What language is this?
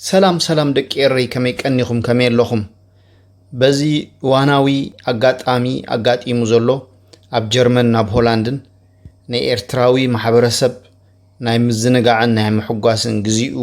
Tigrinya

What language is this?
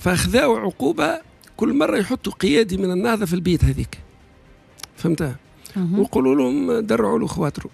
Tunisian Arabic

